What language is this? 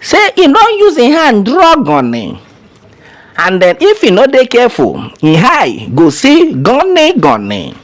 Nigerian Pidgin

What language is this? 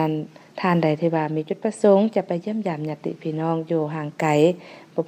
Lao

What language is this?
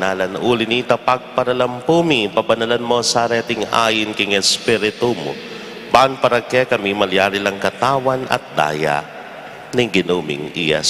Pampanga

